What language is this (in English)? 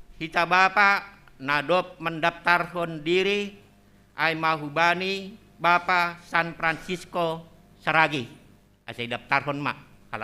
Batak Simalungun